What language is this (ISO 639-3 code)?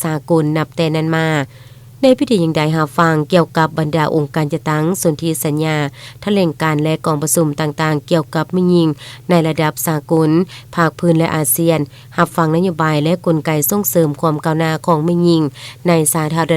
lao